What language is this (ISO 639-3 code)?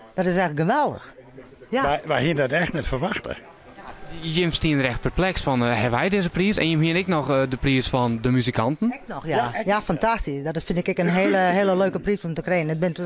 fry